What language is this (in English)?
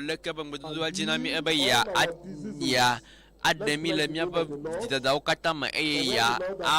Ewe